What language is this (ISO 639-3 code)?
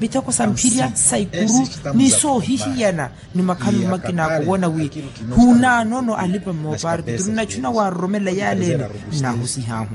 vmw